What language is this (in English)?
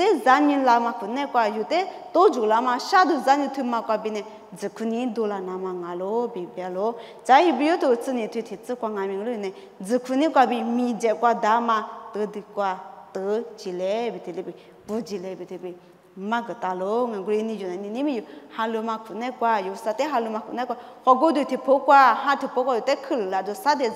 Lisu